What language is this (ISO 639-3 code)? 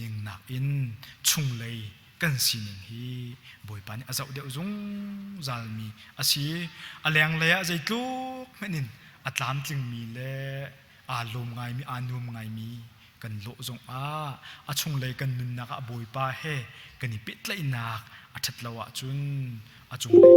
cnh